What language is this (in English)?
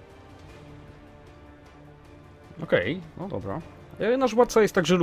Polish